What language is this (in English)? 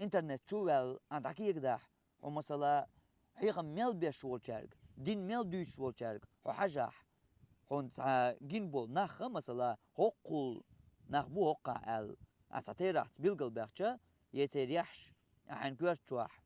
Chechen